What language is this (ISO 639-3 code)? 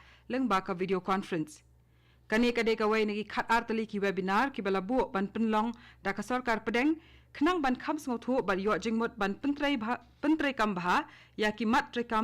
kha